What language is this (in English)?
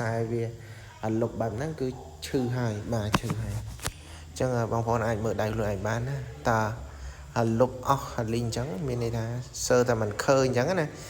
Khmer